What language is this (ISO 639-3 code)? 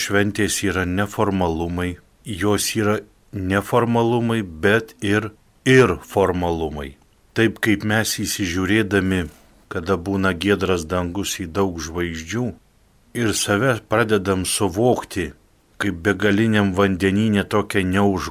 lit